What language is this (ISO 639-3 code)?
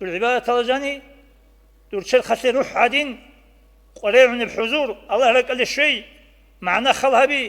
ava